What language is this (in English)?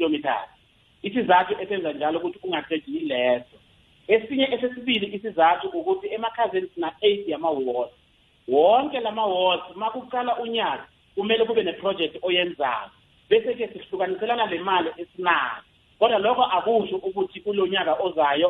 South Ndebele